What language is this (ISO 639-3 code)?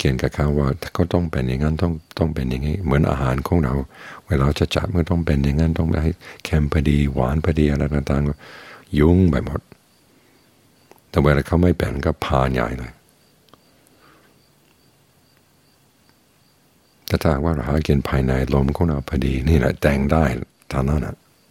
tha